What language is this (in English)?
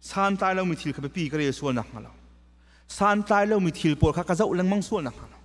Hakha Chin